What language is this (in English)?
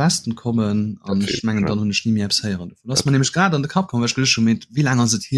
Luxembourgish